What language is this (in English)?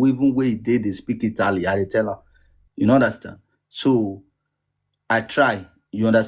Nigerian Pidgin